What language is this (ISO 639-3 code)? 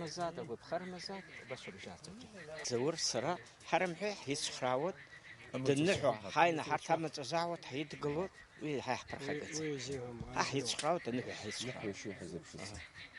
abk